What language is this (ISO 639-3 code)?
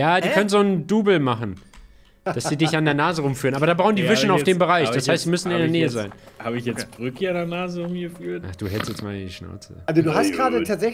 deu